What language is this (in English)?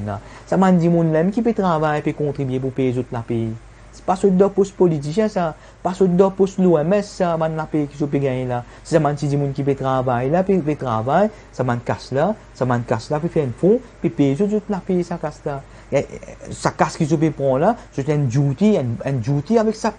Morisyen